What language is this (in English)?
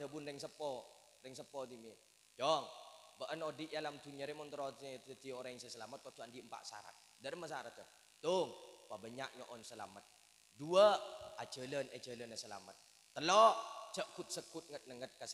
Madurese